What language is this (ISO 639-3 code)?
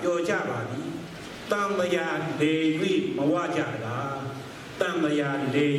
mya